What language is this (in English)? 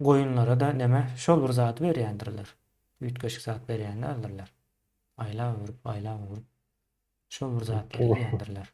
Turkmen